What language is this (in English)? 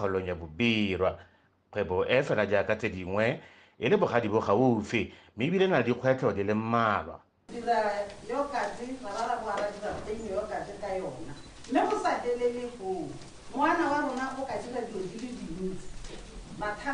Tswana